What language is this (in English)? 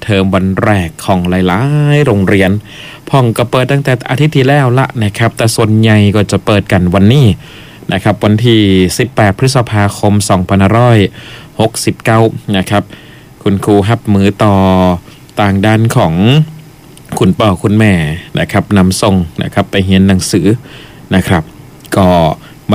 Thai